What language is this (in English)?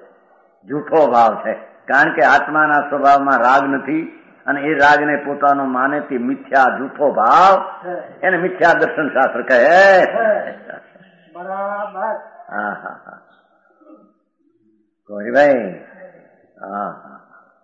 Gujarati